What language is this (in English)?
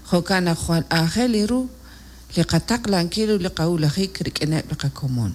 Kekchí